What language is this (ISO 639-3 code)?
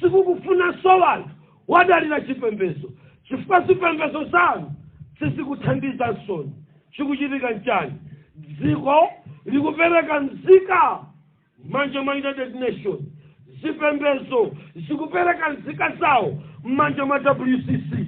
nya